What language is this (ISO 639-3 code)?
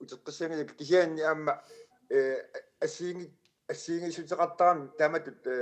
kal